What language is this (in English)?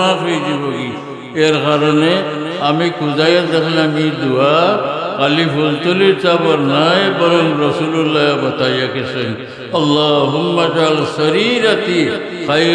Sylheti